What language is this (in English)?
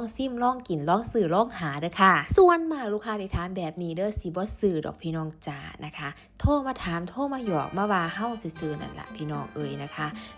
Northeastern Thai